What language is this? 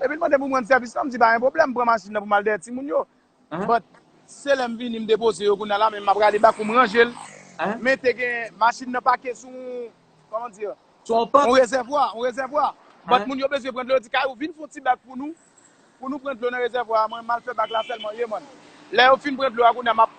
Haitian Creole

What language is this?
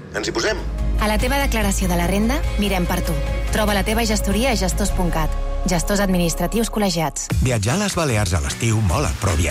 Catalan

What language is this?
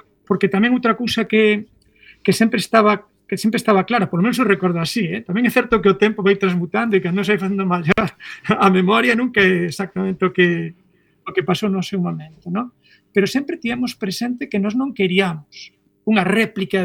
Galician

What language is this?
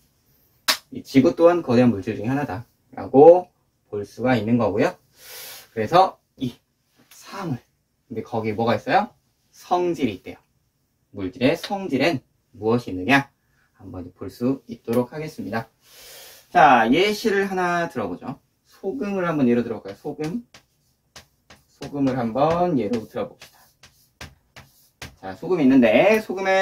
Korean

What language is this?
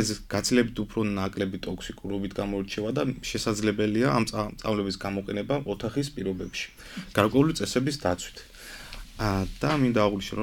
Georgian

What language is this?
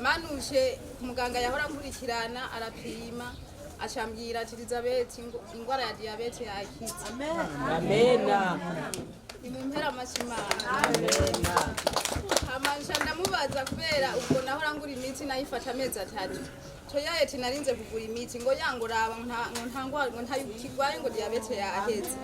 Rundi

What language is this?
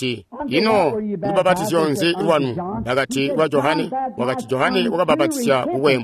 Tonga (Zambia)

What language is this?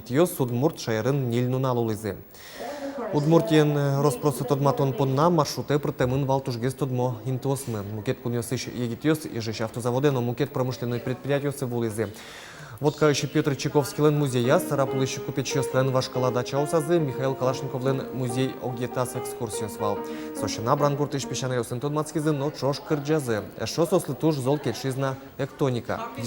Udmurt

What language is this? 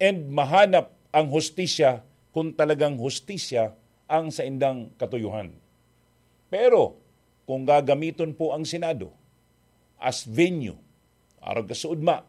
Bikol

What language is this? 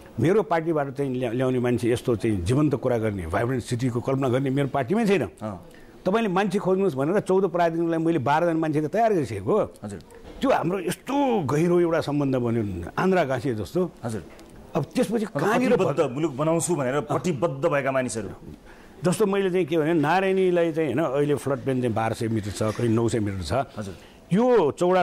Nepali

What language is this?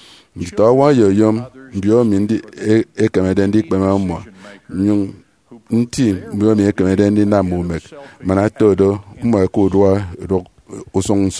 Efik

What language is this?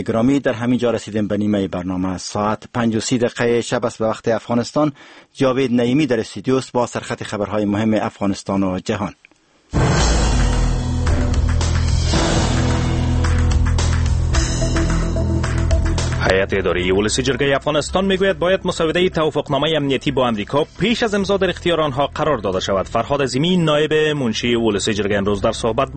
Persian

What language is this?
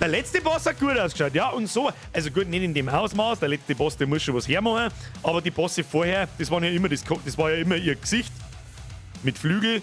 Bavarian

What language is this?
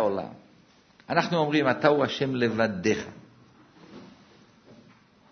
Hebrew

